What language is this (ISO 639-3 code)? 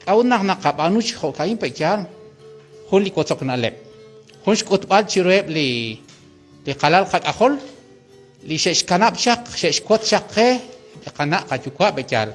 kek